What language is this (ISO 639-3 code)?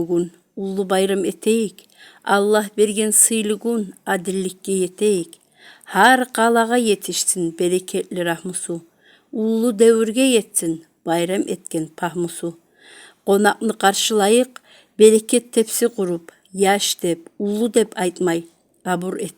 kum